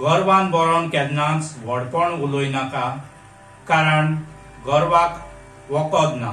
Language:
Konkani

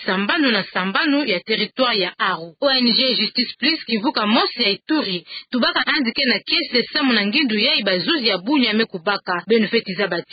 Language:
Kituba (Democratic Republic of Congo)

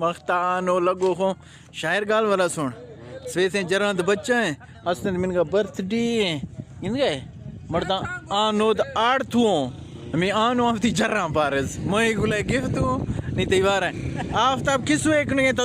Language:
Eastern Balochi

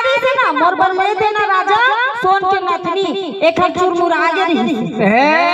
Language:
Chhattisgarhi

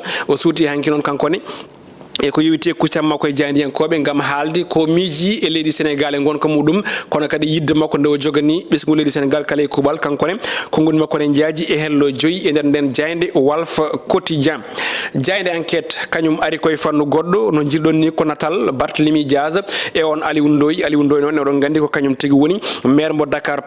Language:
Fula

